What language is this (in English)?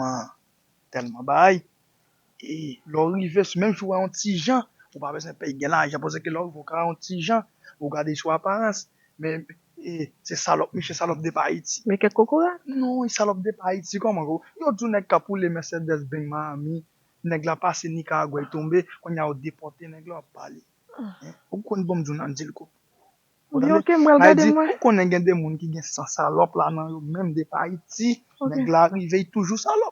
Haitian Creole